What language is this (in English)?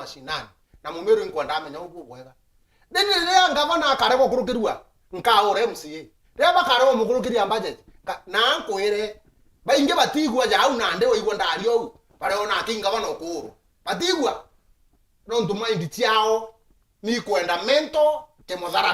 Meru